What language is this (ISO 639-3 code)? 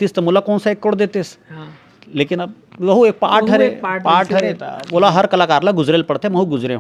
hne